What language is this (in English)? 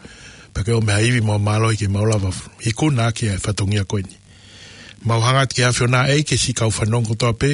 Tongan